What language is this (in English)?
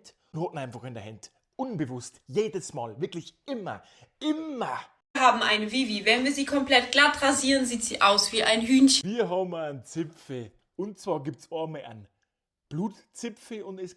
Bavarian